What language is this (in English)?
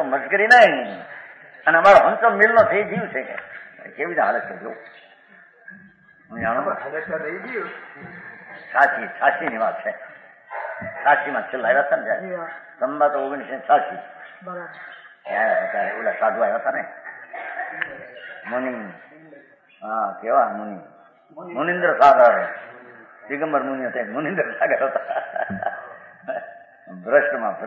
Gujarati